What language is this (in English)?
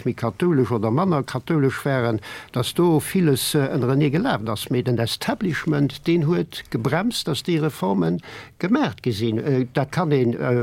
Luxembourgish